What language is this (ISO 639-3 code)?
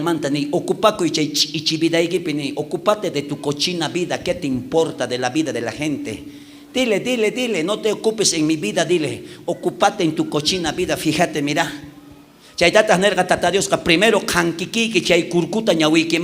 quh